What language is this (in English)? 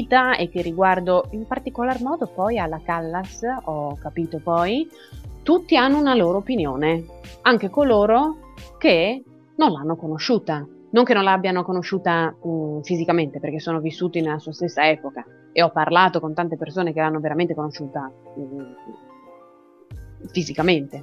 Italian